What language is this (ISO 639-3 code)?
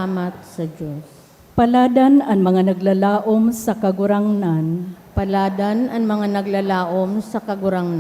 bik